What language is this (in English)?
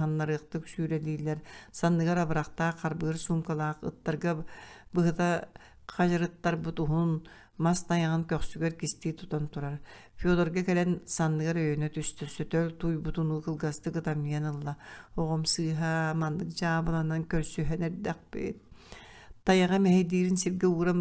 Yakut